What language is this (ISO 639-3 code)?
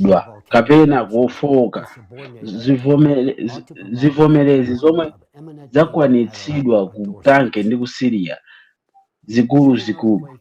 nya